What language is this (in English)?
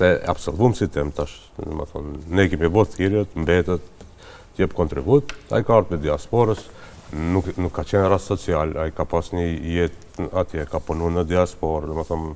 Albanian